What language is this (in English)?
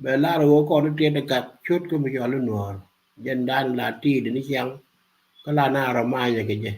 Nuer